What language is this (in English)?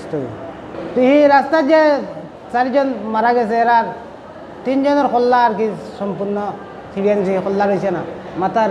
Sylheti